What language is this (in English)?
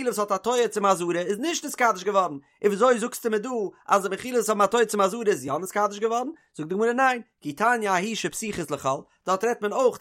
Yiddish